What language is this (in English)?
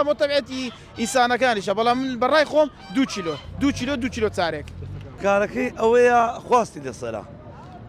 Central Kurdish